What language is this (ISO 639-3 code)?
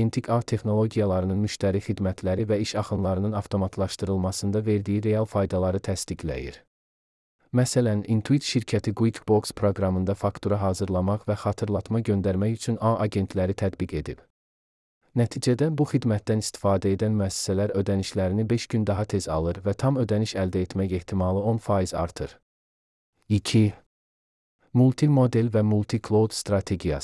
aze